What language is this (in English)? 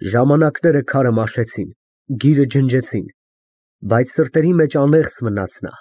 Armenian